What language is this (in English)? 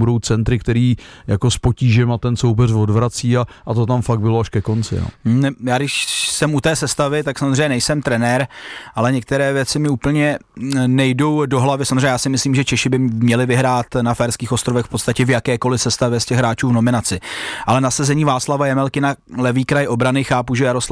Czech